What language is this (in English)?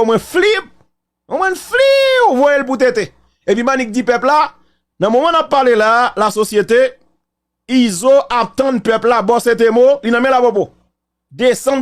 Haitian Creole